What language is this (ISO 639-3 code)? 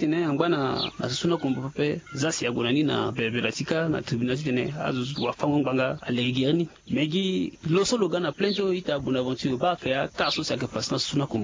sag